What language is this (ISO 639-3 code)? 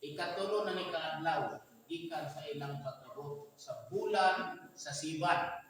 ceb